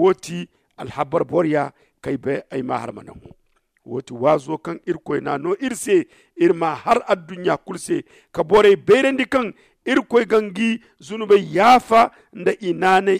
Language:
Zarma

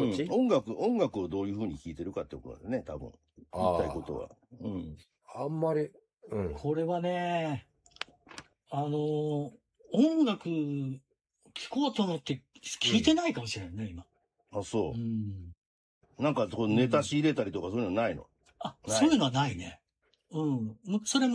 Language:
Japanese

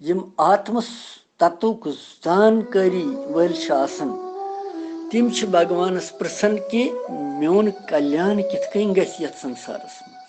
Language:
Kashmiri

